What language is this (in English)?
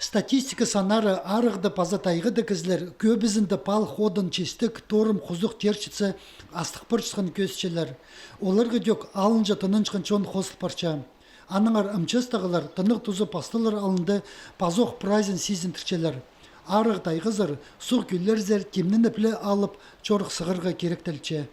Khakas